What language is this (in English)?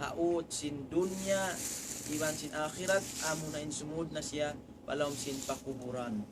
Tausug